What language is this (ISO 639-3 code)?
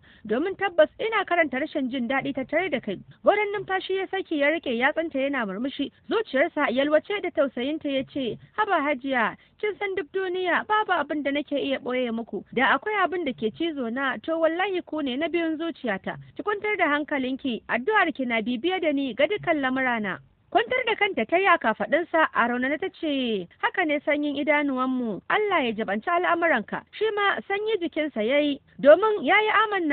hau